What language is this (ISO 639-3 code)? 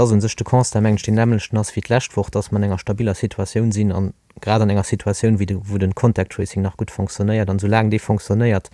ltz